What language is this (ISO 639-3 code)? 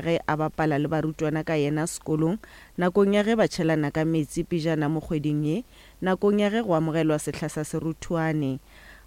nso